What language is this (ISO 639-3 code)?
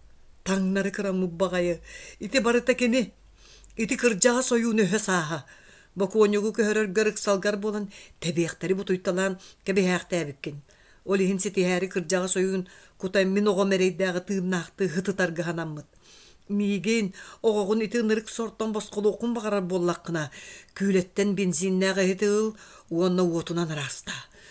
sah